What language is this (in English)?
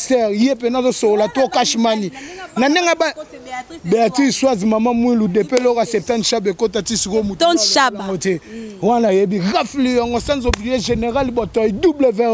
Lingala